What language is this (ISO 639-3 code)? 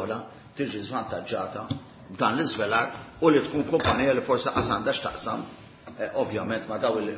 mlt